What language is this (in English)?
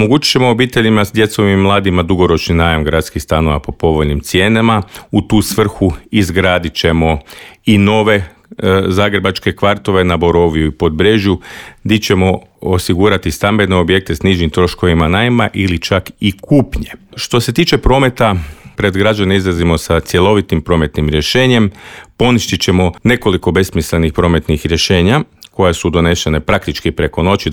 Croatian